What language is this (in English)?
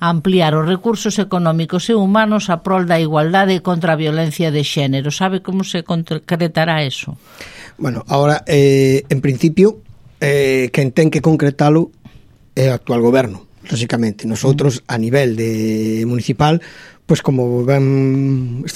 Galician